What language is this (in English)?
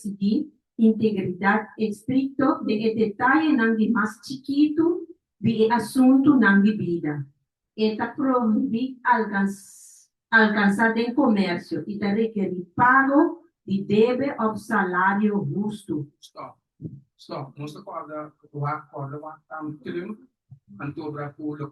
Papiamento